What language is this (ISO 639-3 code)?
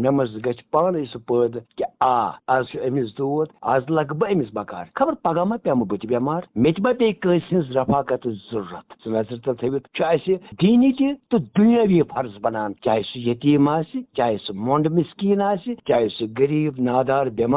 kas